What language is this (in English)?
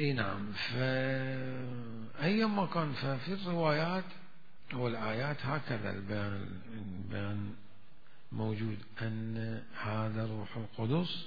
Mesopotamian Arabic